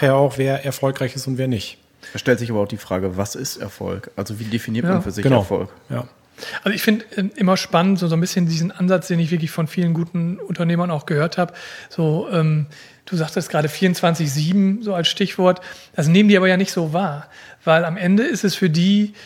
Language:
German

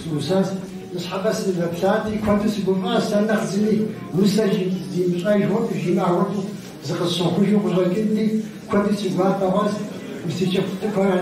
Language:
Kabardian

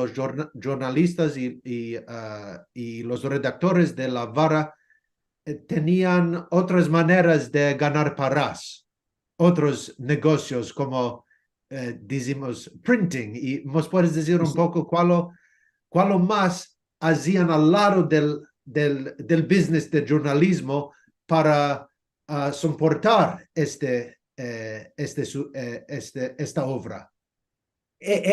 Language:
Ladino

